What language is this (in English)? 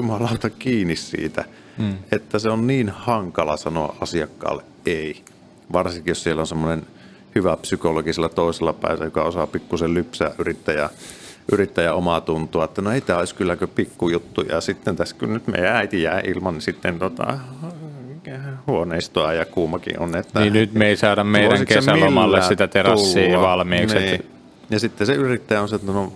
Finnish